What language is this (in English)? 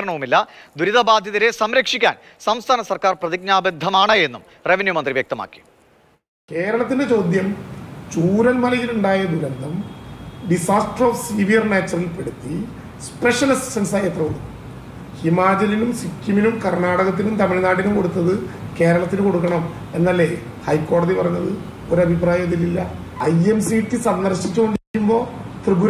Malayalam